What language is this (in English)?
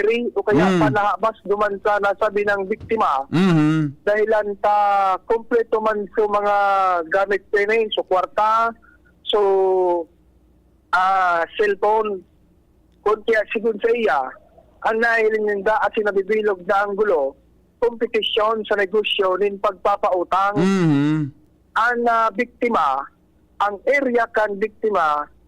Bikol